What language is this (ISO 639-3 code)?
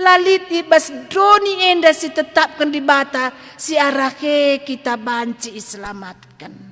btx